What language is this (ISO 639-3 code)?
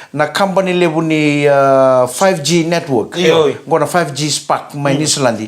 fij